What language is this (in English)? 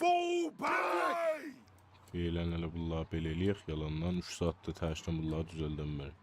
South Azerbaijani